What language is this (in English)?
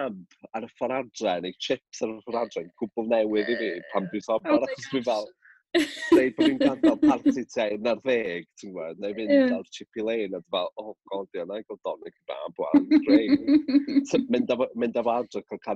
Welsh